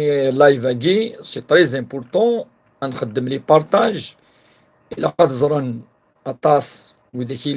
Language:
Kabyle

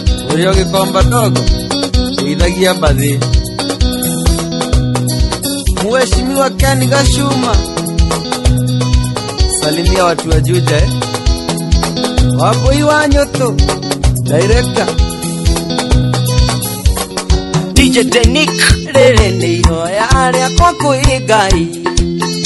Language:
Kikuyu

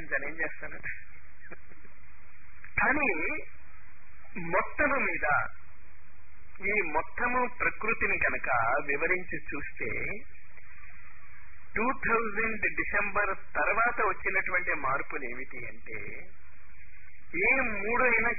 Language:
Telugu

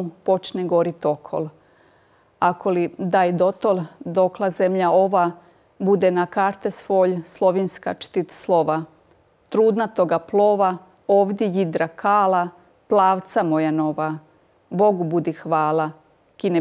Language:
Croatian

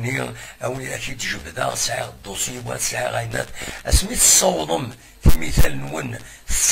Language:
Kabyle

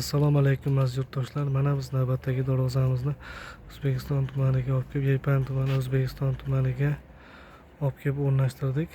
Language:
Uzbek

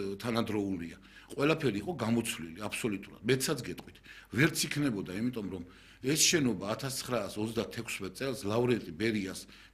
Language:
Georgian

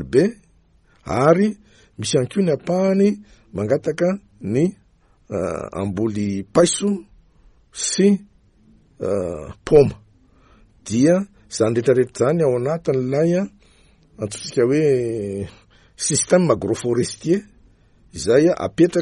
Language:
Malagasy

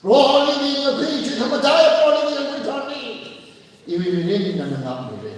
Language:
Tangkhul Naga (India)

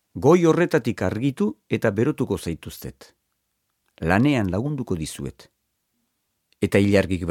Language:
Basque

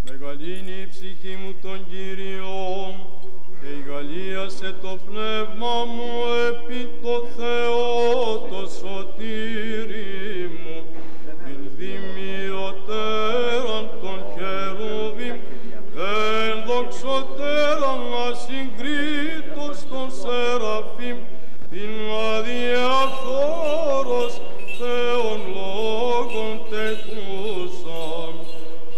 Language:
Greek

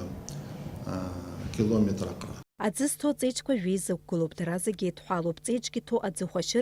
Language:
Abkhazian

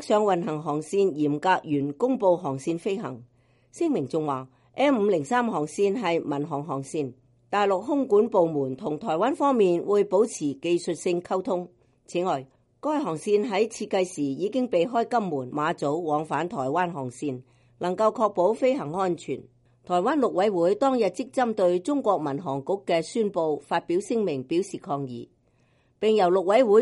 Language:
Cantonese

